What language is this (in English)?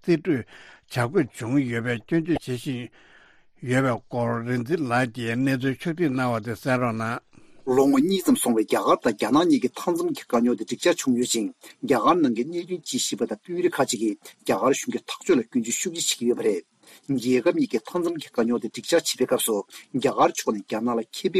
Tibetan